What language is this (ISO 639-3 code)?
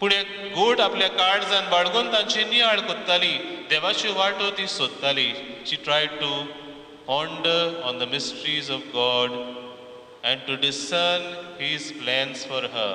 kok